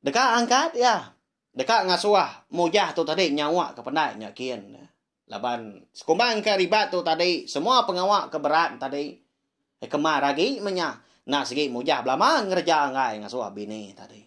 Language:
Iban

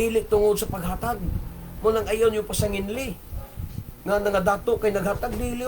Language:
Cebuano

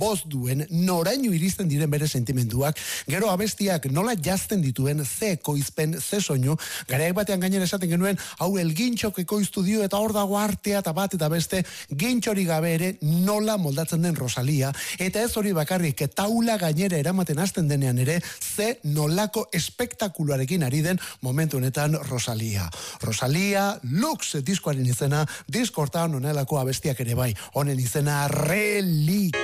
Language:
Basque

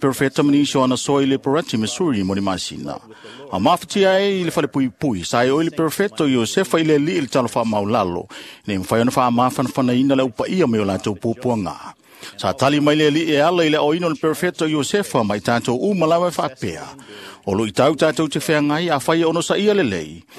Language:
Samoan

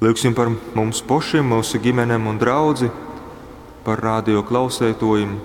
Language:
Latgalian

